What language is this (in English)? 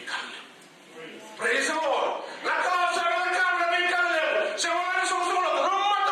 Fijian